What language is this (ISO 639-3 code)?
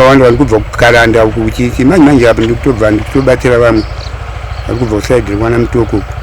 sna